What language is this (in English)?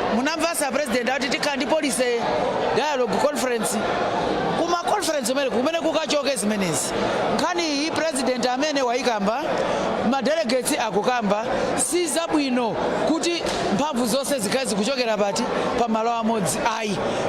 Nyanja